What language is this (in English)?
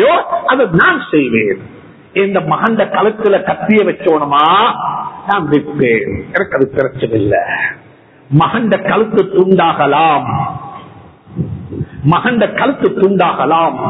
Tamil